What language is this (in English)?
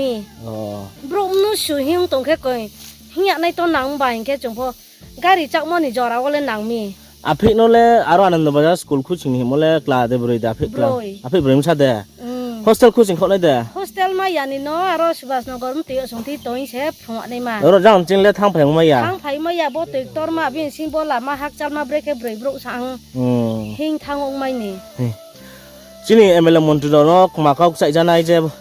Riang (India)